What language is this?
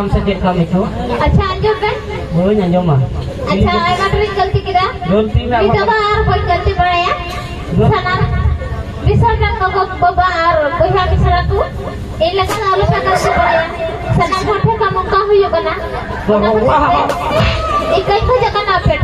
Santali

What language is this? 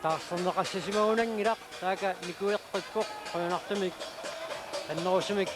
Kalaallisut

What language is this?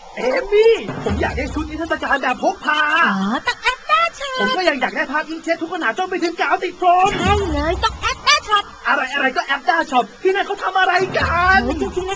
Thai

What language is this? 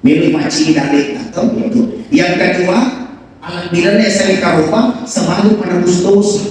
Buginese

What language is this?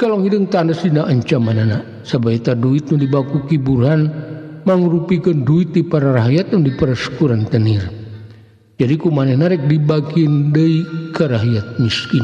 Sundanese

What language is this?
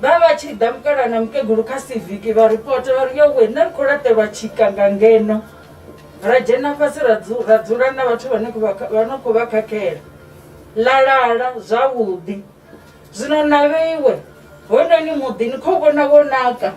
Venda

